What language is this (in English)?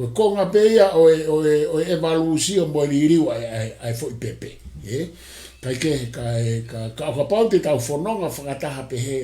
Tongan